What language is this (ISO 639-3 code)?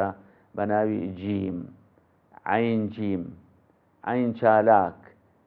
ckb